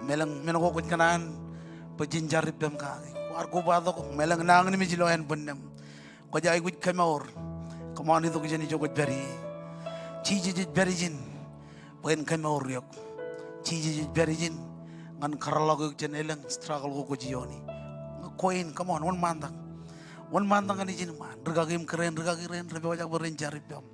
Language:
Marshallese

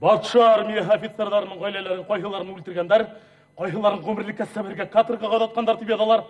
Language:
Bashkir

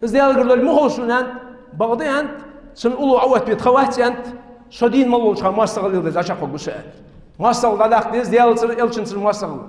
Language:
Ingush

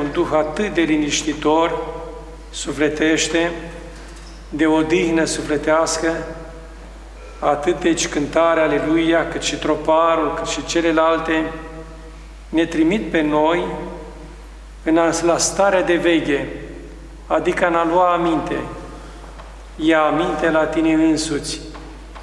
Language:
Romanian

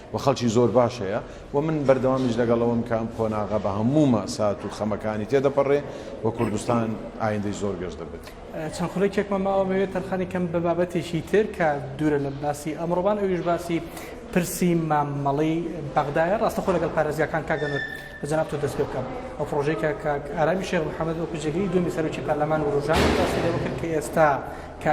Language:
Central Kurdish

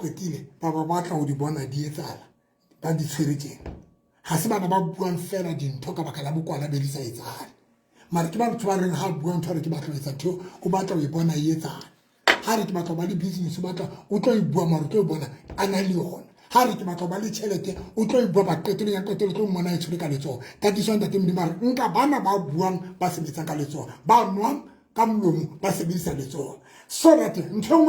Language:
Southern Sotho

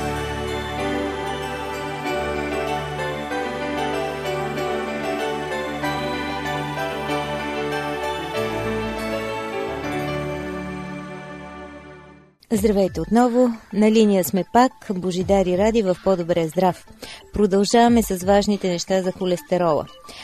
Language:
Bulgarian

